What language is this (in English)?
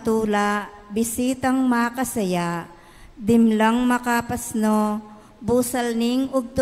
Pampanga